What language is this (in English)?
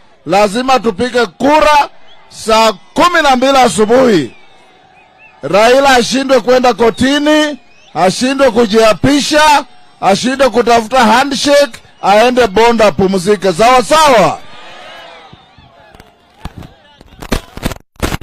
Swahili